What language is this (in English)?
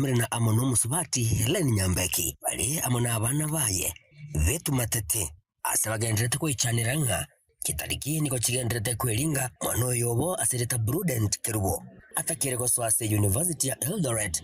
Gusii